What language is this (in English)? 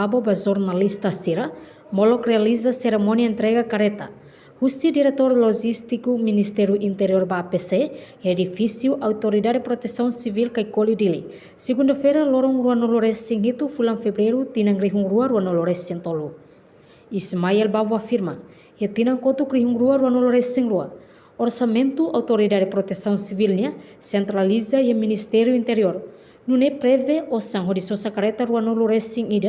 Tetum